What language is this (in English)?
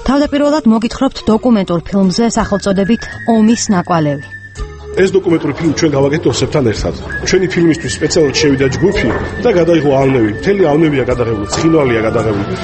Georgian